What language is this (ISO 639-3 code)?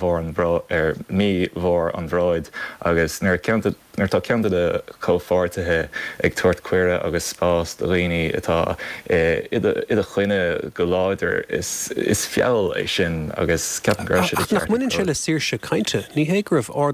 gle